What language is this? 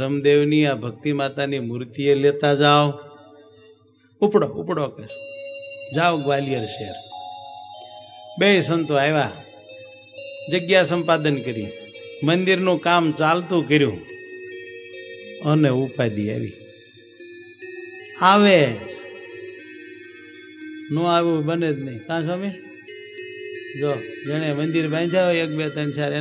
Gujarati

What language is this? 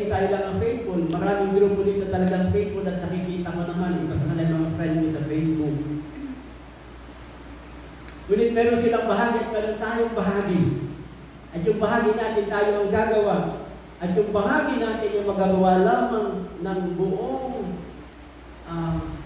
Filipino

